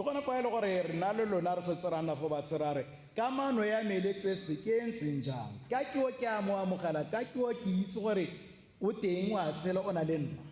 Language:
Tswana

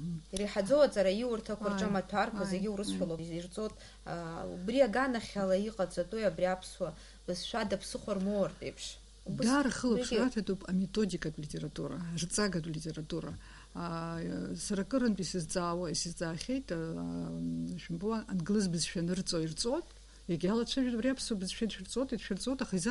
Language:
Abkhazian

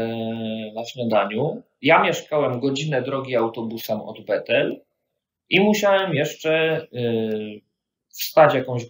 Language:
Polish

